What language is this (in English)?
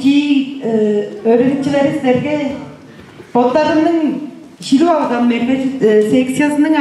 Tuvinian